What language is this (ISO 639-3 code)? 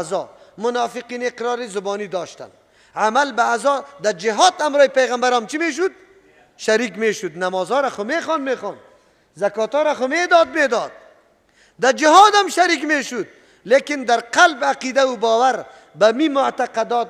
fas